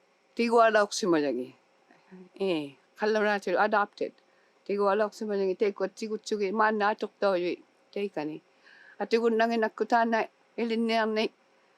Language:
Inuktitut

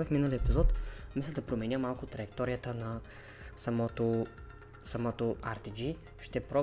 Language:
Bulgarian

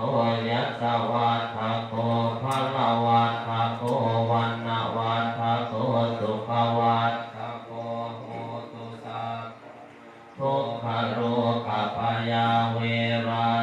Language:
Pali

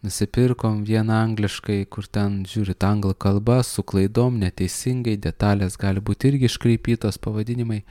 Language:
Lithuanian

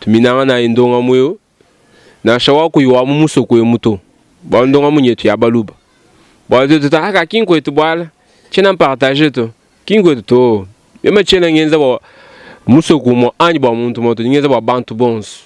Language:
Luba-Lulua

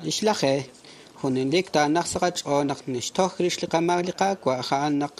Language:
Kekchí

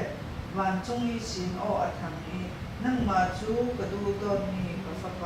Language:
Falam Chin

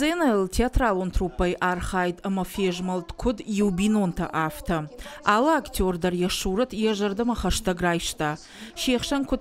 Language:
Ossetic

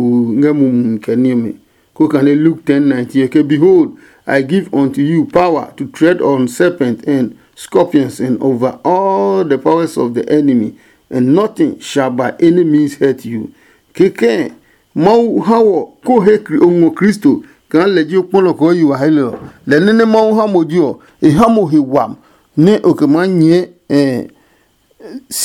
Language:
Adangme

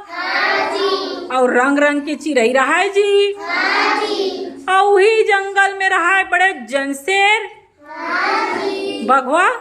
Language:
Chhattisgarhi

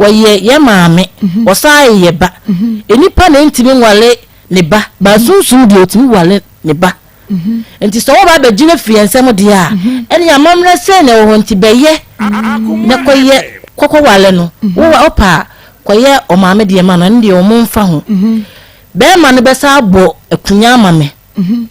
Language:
Akan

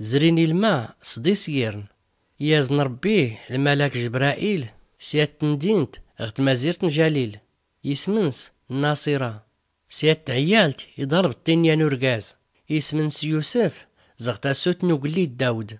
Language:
Tachelhit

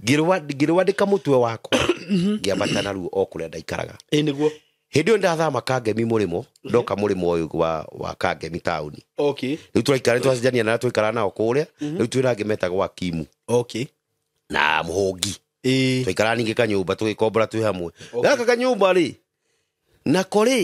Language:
Kikuyu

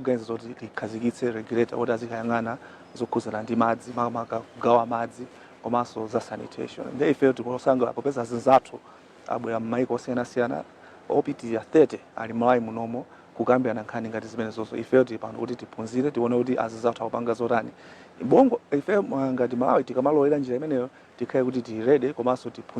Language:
Nyanja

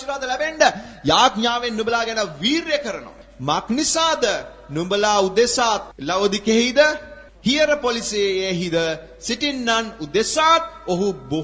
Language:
Sinhala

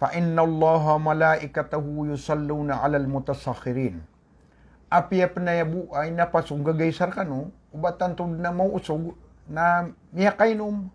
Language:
Maranao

